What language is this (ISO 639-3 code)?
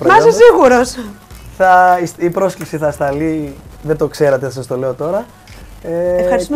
ell